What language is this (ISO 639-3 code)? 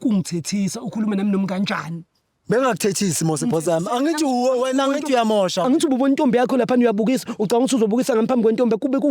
zul